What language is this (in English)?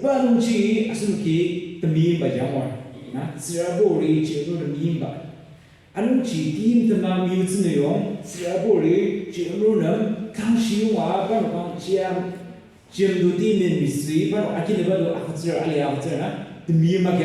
Ao Naga